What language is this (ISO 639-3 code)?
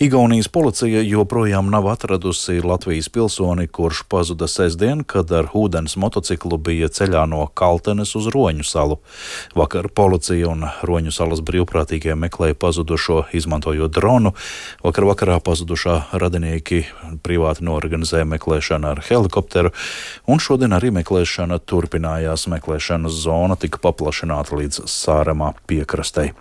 lav